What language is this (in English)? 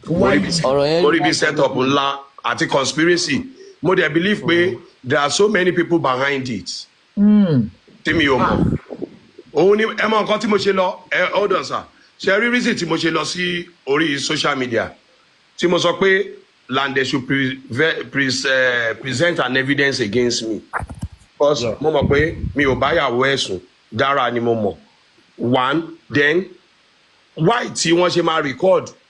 Yoruba